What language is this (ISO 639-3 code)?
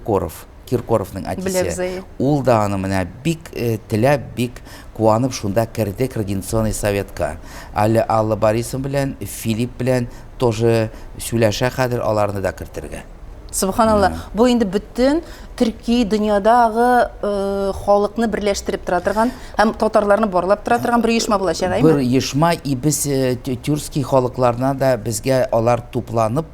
tat